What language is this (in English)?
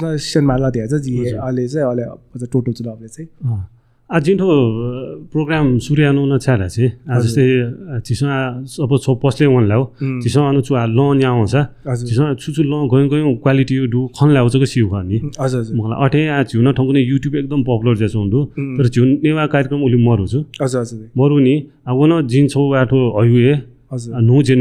Newari